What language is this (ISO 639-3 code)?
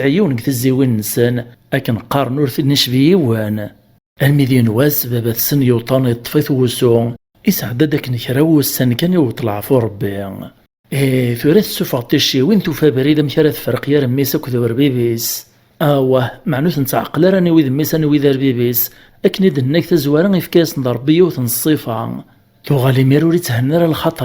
kab